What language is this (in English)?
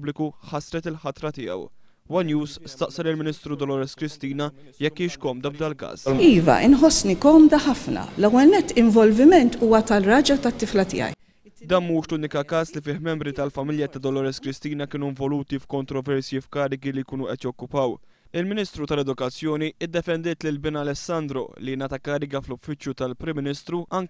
Maltese